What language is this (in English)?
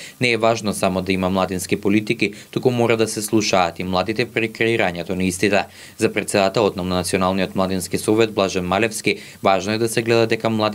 Macedonian